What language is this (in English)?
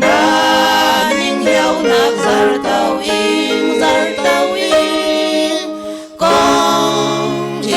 Falam Chin